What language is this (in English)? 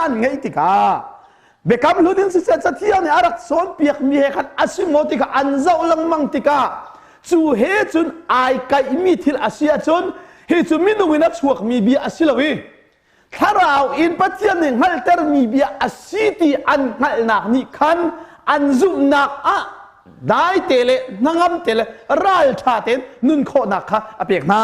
Hakha Chin